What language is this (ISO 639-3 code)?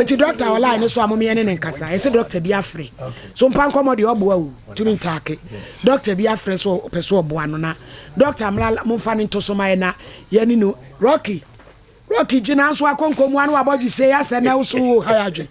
aka